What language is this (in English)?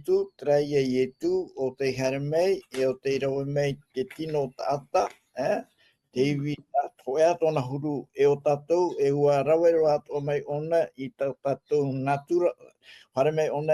Tahitian